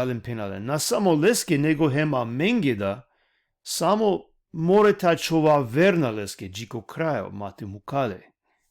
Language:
Balkan Romani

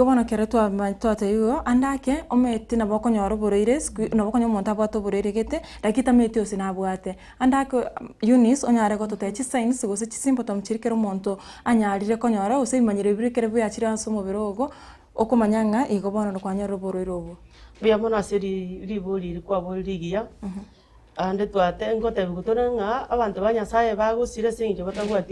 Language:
Gusii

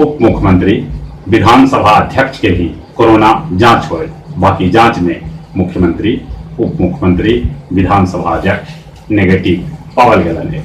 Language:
Magahi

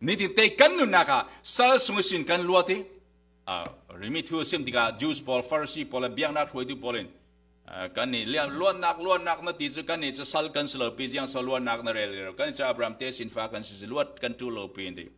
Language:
Falam Chin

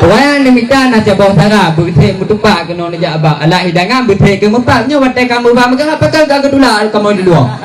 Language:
Achinese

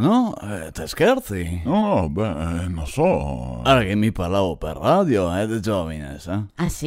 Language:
Venetian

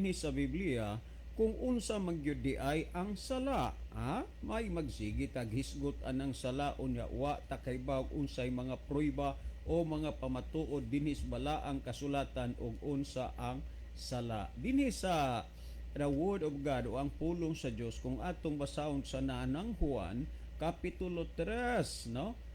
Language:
Cebuano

